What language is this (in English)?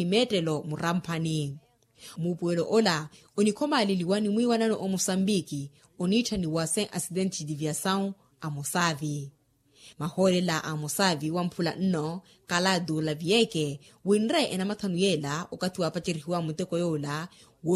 Makhuwa